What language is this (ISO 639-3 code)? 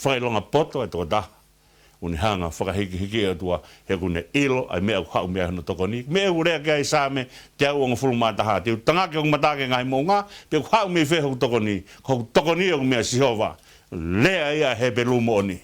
ton